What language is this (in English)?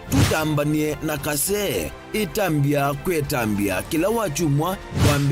Kamba